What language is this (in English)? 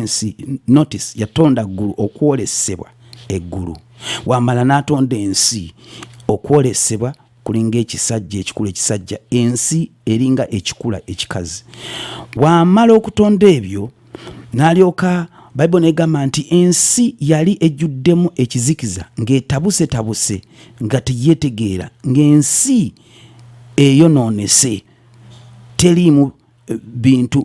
Ganda